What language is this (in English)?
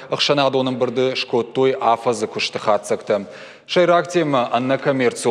Ossetic